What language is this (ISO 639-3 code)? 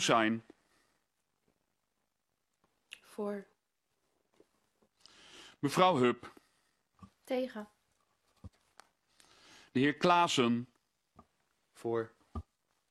nld